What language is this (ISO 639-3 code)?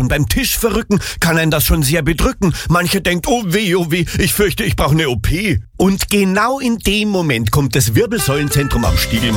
deu